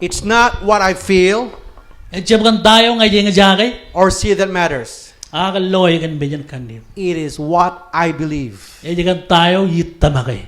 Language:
Marshallese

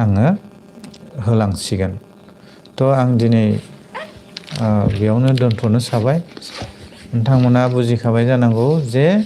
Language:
Bodo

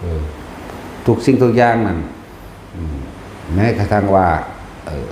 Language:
Northeastern Thai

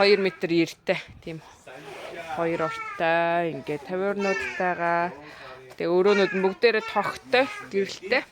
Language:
Mongolian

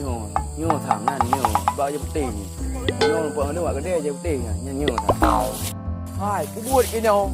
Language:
Achinese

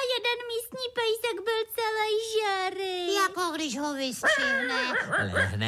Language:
Czech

